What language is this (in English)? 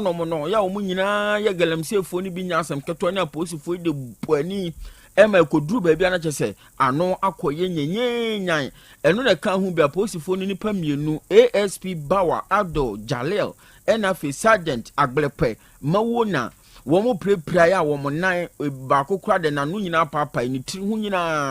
Akan